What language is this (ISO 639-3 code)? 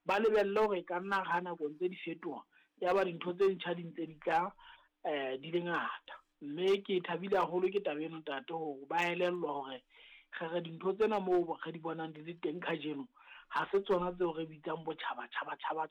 sot